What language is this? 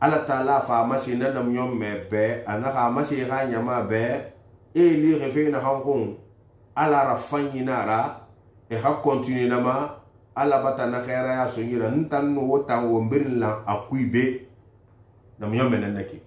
Susu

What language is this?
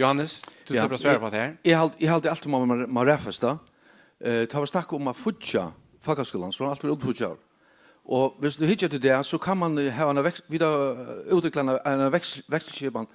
Faroese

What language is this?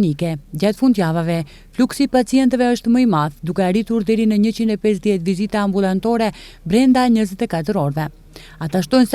Albanian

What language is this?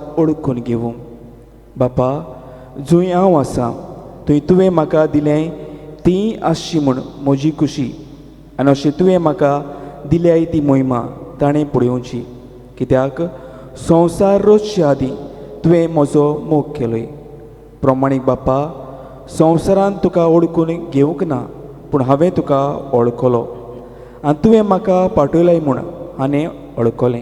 Konkani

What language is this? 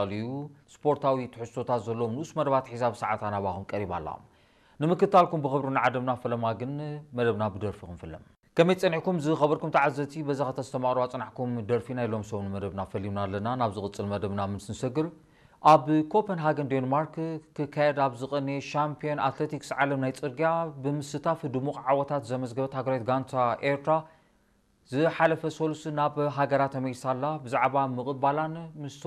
Tigrinya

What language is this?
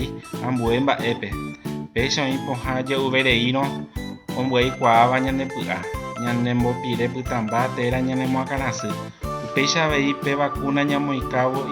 Guarani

